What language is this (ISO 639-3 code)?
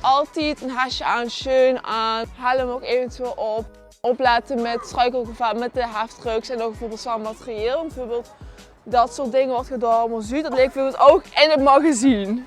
lim